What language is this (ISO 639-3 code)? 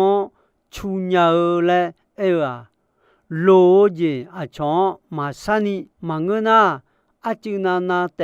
ahk